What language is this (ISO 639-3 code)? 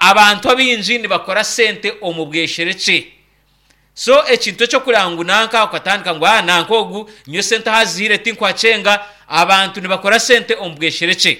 nyn